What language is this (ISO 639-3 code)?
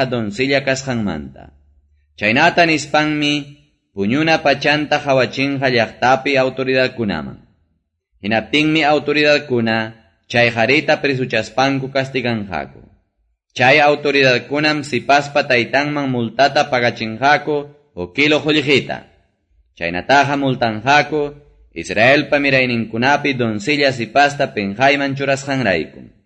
que